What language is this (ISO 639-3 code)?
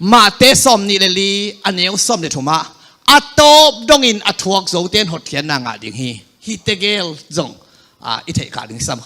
ctd